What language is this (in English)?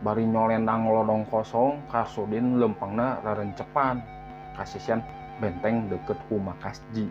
Sundanese